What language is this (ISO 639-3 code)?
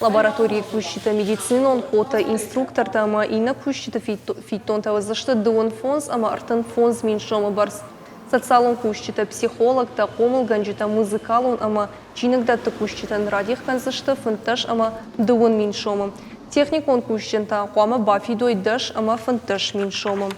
oss